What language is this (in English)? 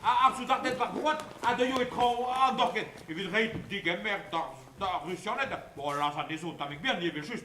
Breton